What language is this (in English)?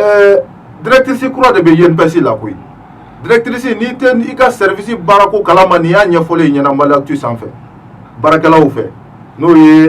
Bambara